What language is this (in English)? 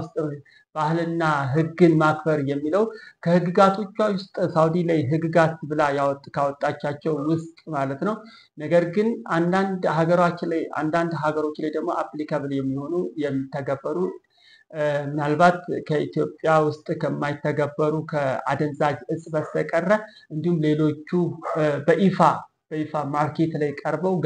Amharic